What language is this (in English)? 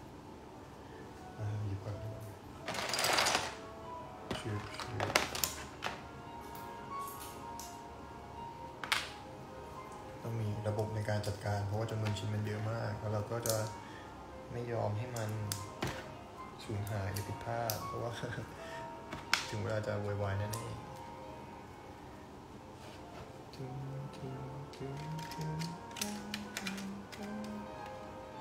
Thai